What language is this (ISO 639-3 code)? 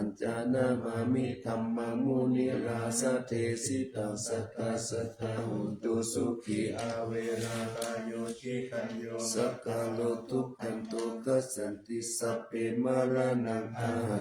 pli